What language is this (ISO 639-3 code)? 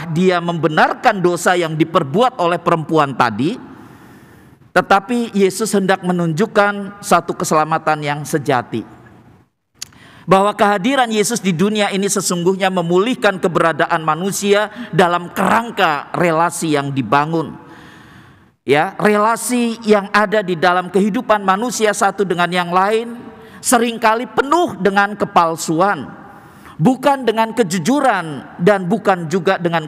ind